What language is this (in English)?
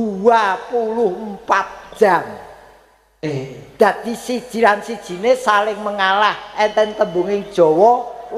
Javanese